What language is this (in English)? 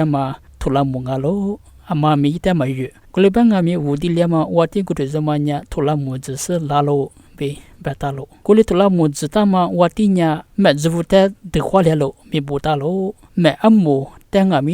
Lisu